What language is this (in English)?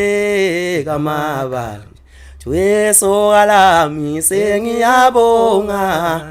Zulu